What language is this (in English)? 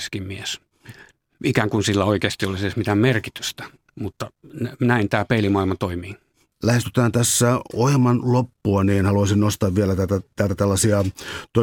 Finnish